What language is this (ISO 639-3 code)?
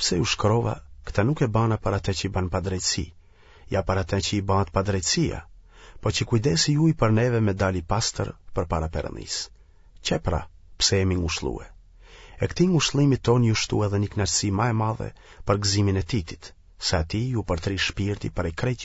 sqi